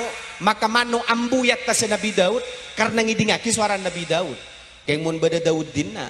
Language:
Madurese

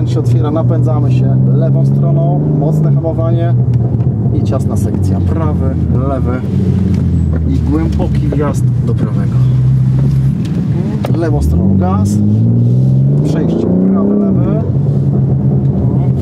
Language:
Polish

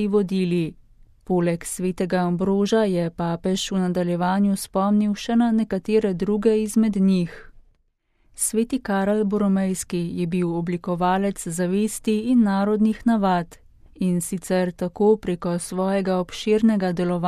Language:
Slovenian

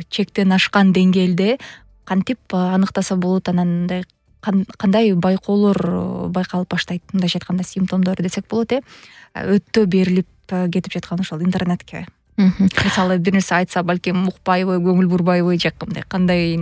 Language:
Kyrgyz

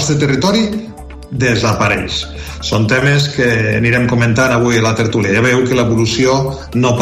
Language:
Catalan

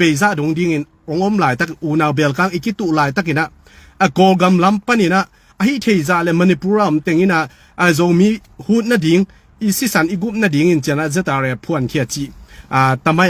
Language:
Tedim Chin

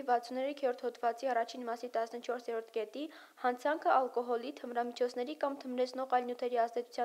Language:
Armenian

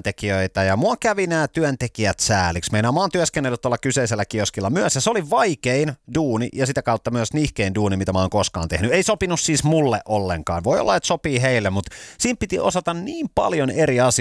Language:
Finnish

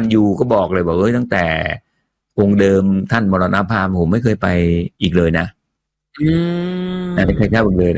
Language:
Thai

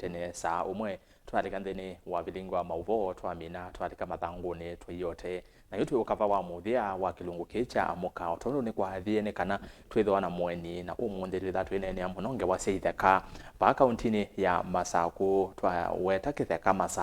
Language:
Kamba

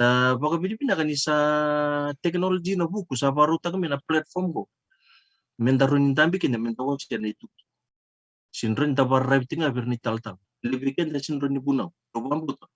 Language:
Fijian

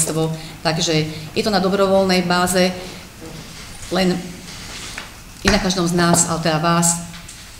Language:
Slovak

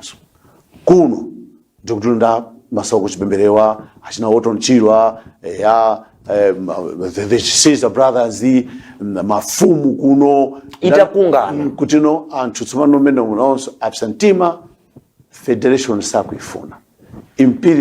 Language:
Nyanja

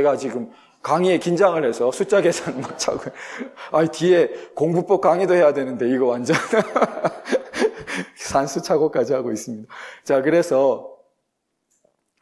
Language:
Korean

